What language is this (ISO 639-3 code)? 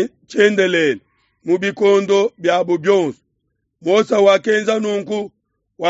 lua